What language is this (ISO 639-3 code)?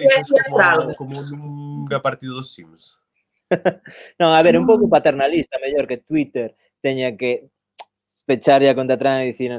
glg